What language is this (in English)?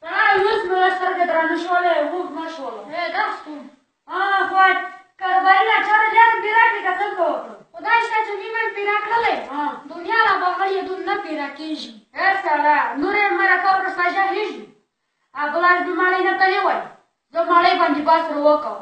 Pashto